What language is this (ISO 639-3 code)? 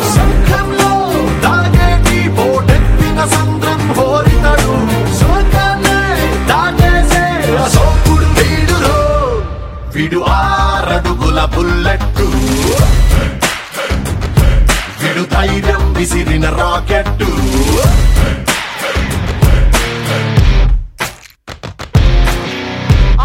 tel